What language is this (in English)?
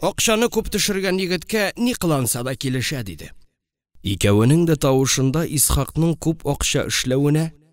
Tatar